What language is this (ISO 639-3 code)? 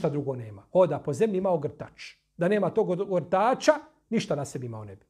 bos